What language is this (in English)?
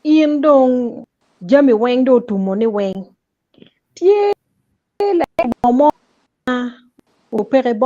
Acoli